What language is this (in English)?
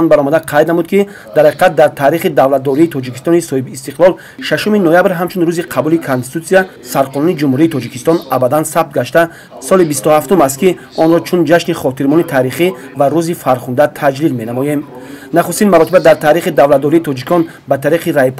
Tajik